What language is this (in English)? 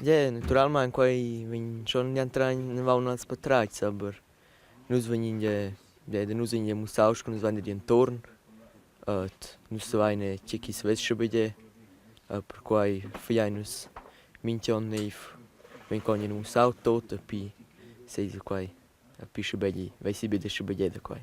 Romansh